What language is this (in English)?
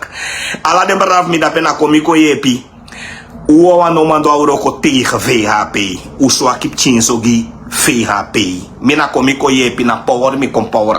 Sranan Tongo